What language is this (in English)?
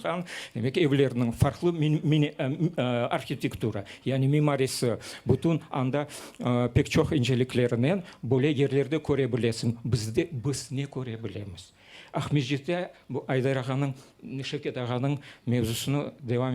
Crimean Tatar